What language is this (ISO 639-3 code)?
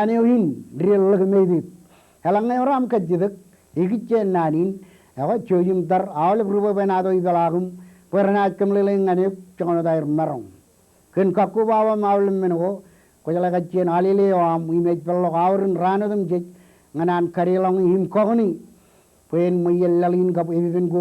mah